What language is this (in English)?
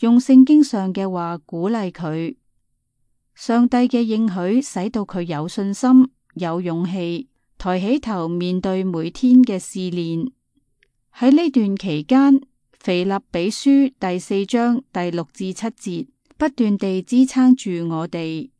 Cantonese